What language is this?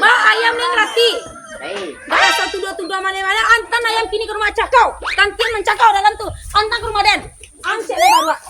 Minangkabau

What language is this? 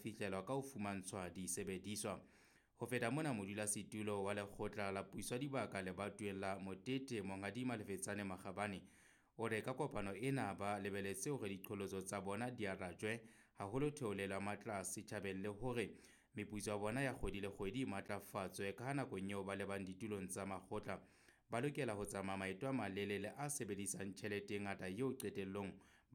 Southern Sotho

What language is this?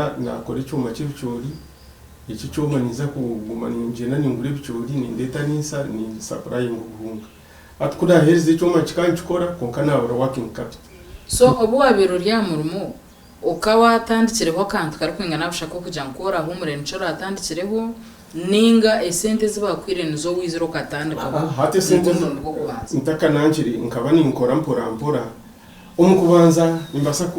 Nyankole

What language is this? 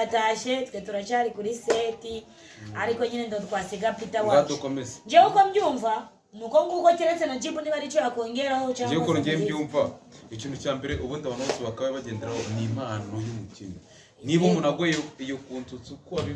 Kinyarwanda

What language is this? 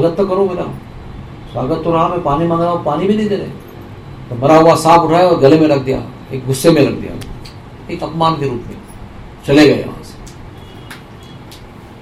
Hindi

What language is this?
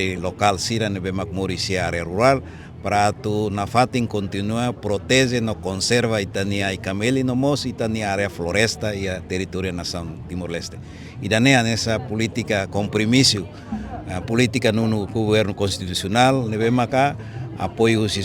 Tetum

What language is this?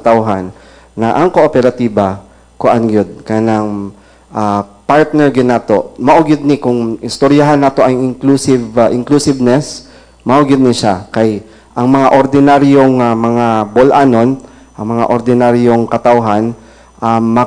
Cebuano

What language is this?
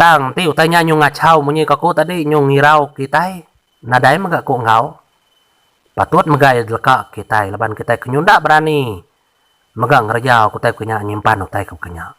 Iban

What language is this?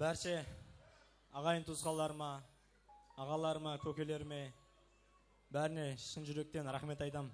Kara-Kalpak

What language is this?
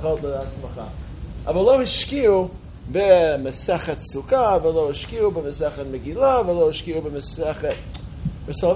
Hebrew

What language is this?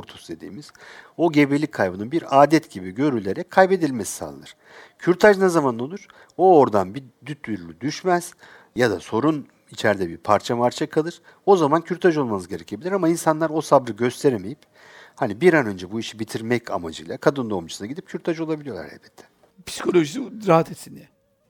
Turkish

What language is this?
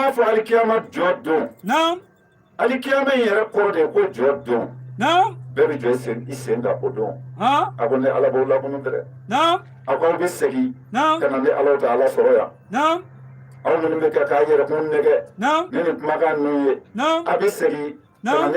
Bambara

